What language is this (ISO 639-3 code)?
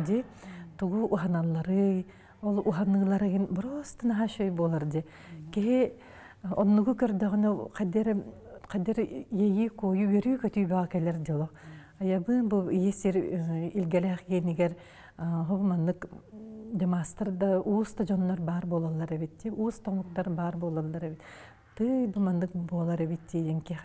sah